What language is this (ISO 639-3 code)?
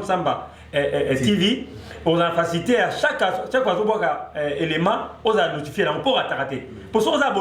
lin